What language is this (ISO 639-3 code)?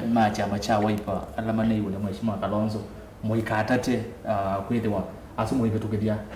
kam